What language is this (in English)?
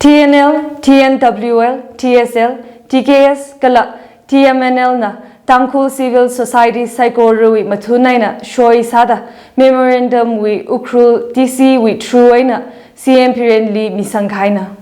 Tangkhul Naga (India)